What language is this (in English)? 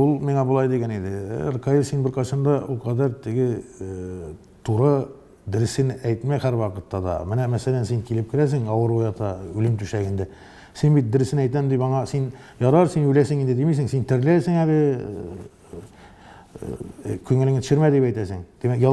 Tatar